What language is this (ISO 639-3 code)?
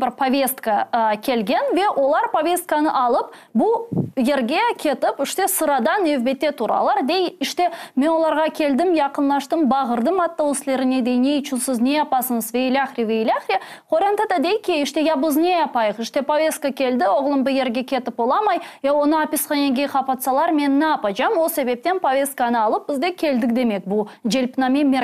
crh